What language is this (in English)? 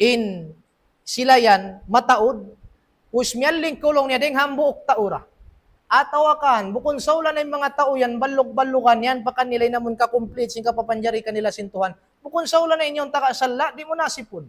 Tausug